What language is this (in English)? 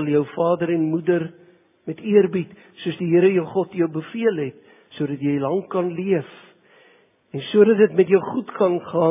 Afrikaans